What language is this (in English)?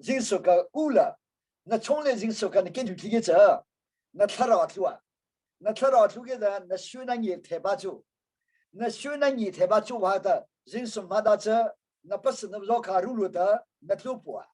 Hakha Chin